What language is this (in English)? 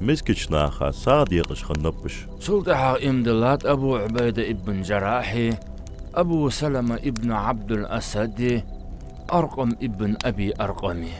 Ingush